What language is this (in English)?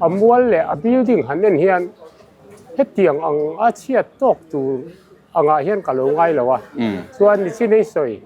Mizo